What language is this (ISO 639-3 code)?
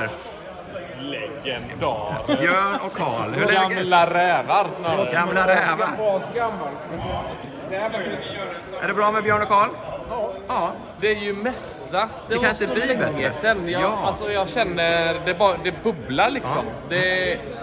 swe